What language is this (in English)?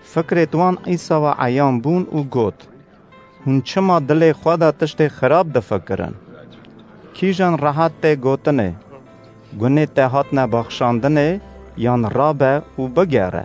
Kurdish